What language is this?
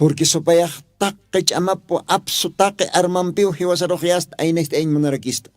Aymara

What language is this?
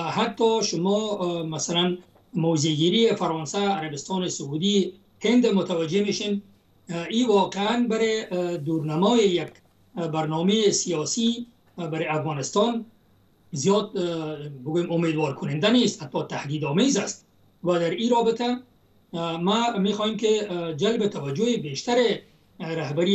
Persian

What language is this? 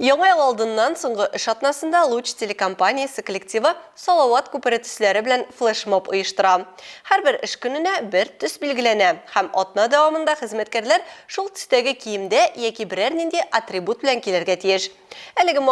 Tatar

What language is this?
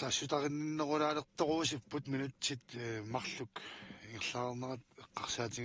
Kalaallisut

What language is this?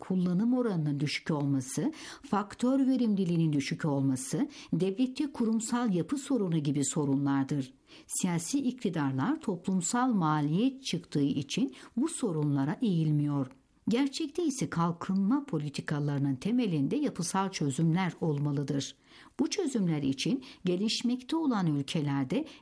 Turkish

